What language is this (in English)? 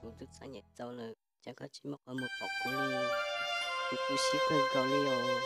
Hmong